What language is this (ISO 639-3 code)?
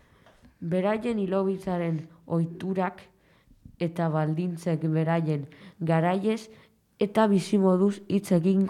eus